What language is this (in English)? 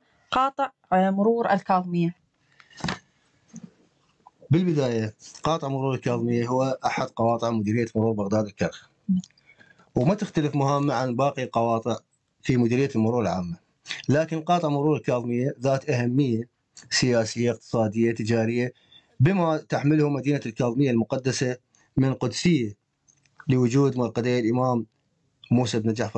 Mesopotamian Arabic